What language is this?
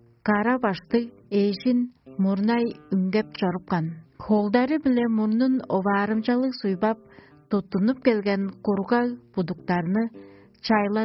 Tuvinian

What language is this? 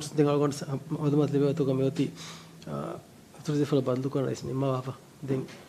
Divehi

